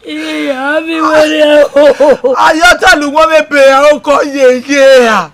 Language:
Bini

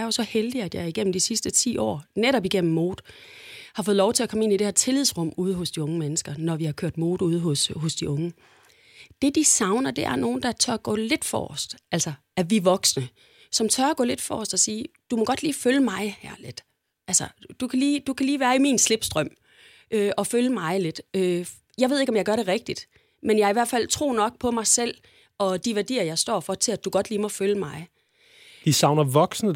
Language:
Danish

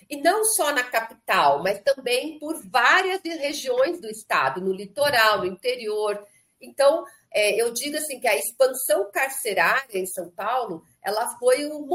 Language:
Portuguese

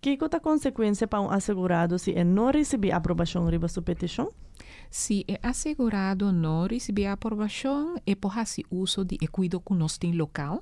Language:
Papiamento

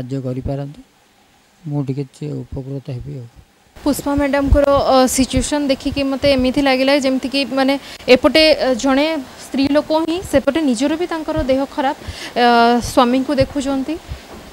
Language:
Odia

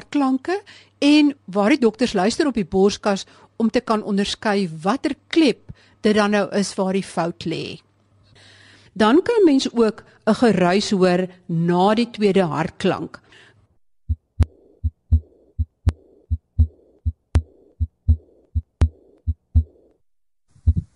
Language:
Afrikaans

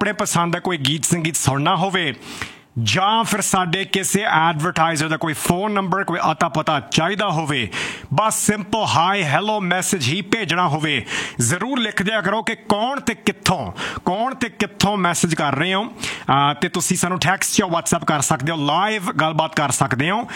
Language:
Punjabi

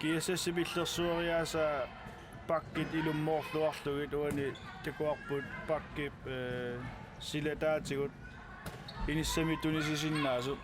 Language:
Kalaallisut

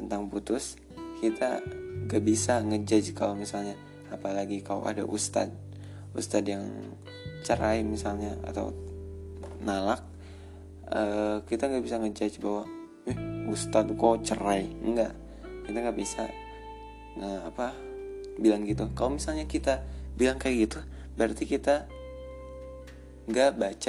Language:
Indonesian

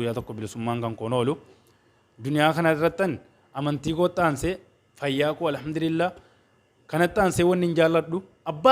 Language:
Oromo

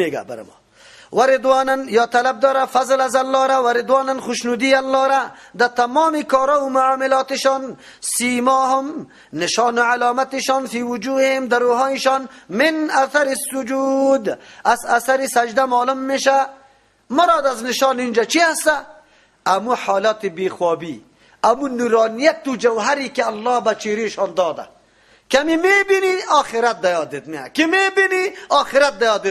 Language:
Persian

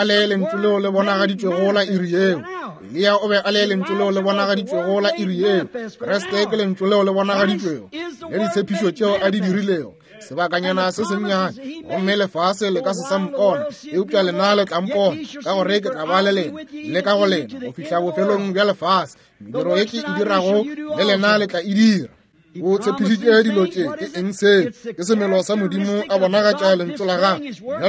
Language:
Northern Sotho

